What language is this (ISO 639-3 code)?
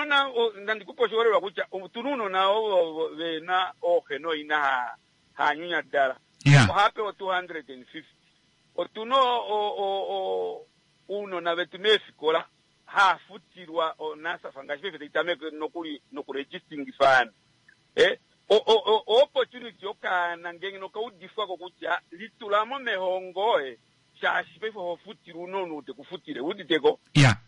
kua